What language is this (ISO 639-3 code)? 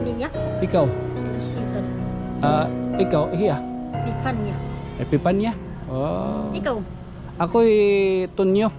war